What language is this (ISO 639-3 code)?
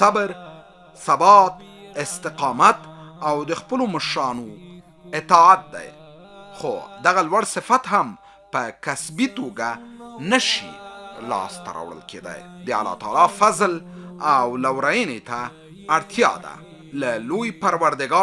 pus